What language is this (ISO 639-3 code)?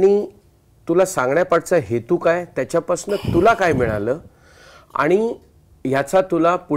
mar